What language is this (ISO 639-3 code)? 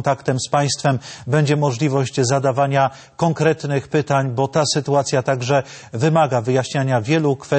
pol